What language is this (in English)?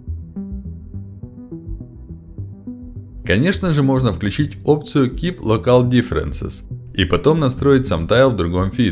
Russian